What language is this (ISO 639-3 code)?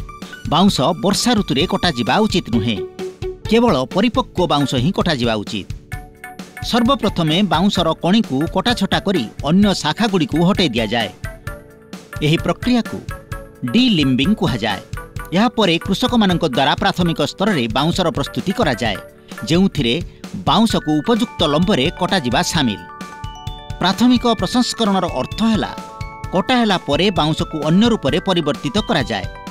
ori